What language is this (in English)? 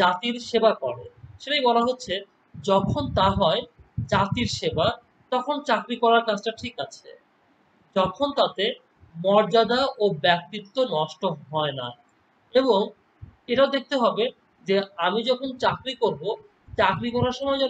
Bangla